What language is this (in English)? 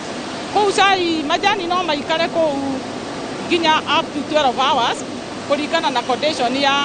Kikuyu